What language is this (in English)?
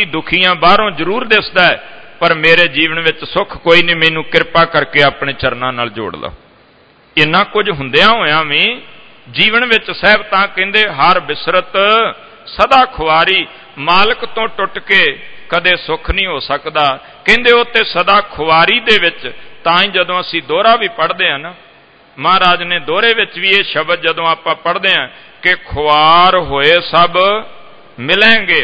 Punjabi